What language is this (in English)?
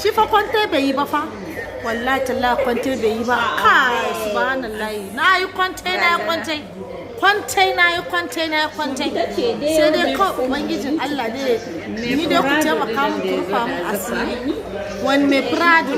Hausa